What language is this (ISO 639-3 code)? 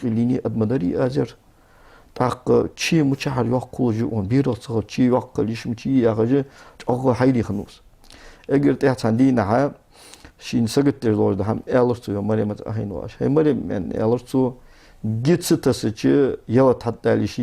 inh